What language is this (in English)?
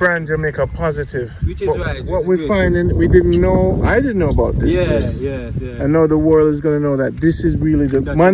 Jamaican Creole English